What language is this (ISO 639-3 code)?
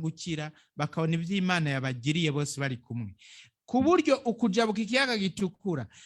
run